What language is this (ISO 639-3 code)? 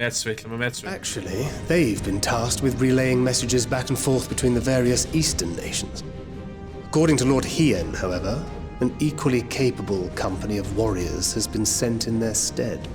cym